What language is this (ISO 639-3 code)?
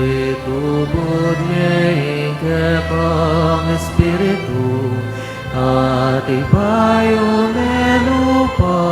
pam